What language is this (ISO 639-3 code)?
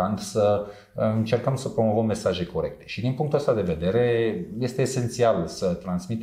ron